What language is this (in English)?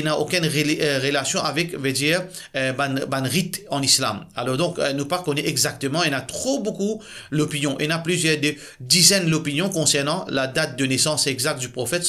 Morisyen